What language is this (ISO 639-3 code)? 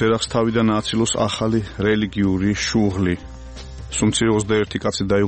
kat